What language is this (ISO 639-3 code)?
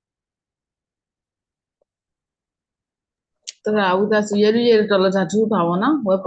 ksw